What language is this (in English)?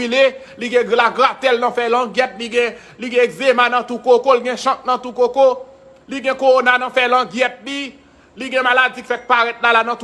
Haitian Creole